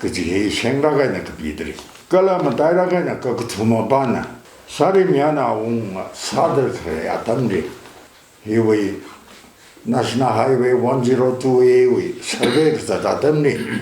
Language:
Tangkhul Naga (India)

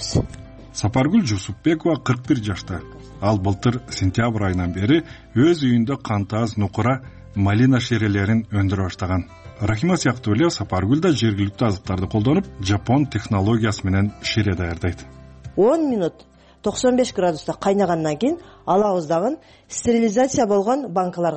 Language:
Kyrgyz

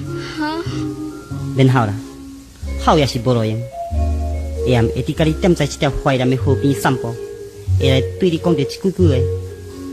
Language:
Min Nan Chinese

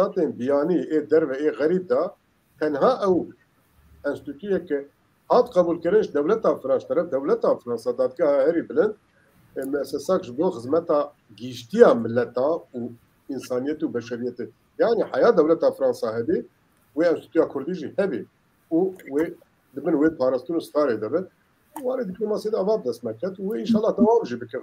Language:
Kurdish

